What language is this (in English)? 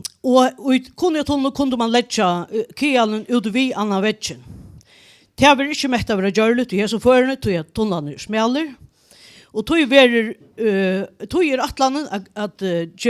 Faroese